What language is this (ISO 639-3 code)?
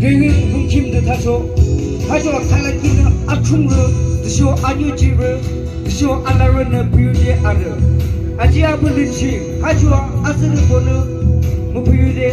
yim